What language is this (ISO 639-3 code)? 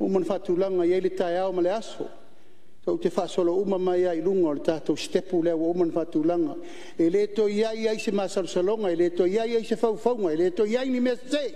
smo